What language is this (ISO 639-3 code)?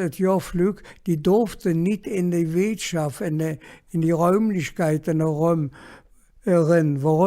ksh